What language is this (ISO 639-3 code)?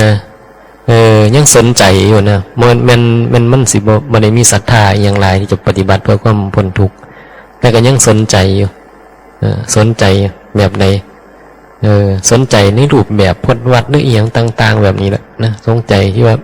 tts